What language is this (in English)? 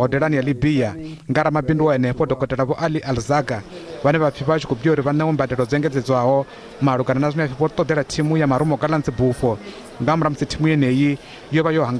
Venda